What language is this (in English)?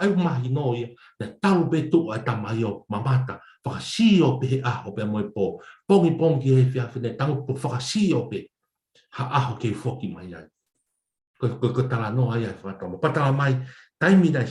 Tongan